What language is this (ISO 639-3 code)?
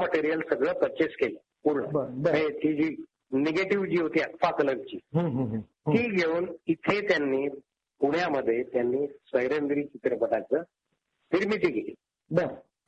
mar